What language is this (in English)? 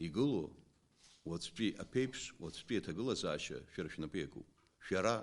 Abkhazian